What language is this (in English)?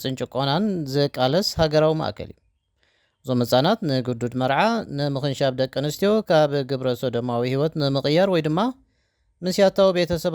Tigrinya